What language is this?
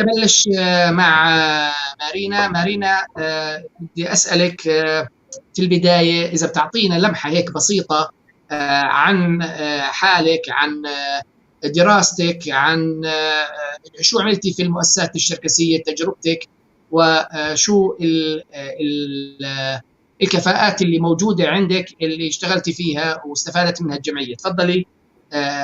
North Levantine Arabic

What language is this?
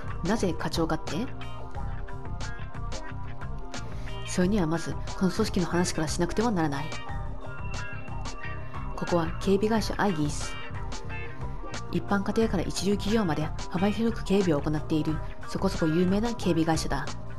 Japanese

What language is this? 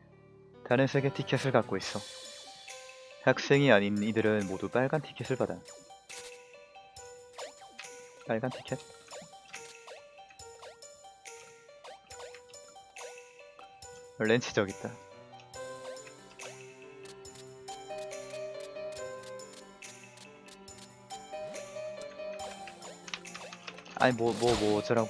Korean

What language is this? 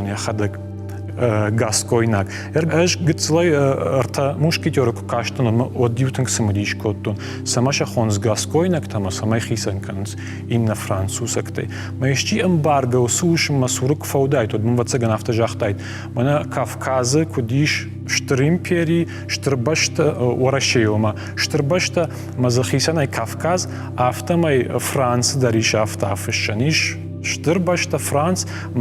Ossetic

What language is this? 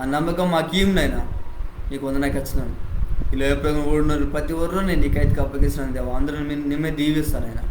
Koya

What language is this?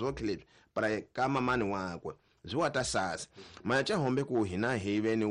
Tsonga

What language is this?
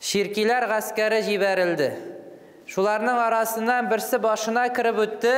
Tatar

